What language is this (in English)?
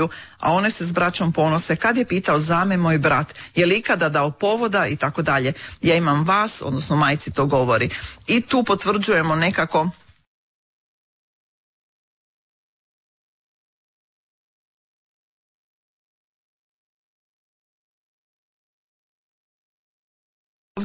Croatian